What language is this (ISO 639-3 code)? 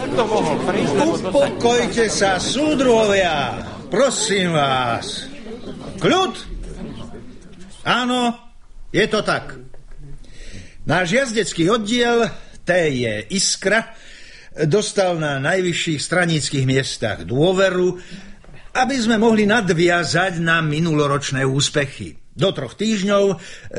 slk